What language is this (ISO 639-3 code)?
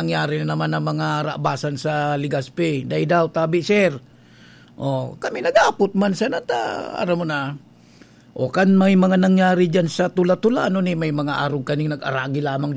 bik